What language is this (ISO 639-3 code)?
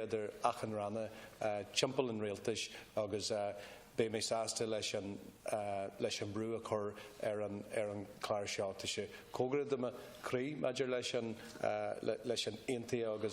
gle